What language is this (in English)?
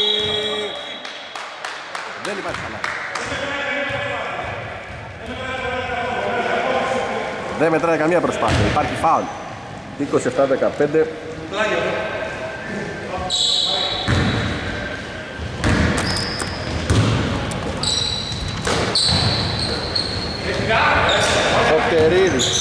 Greek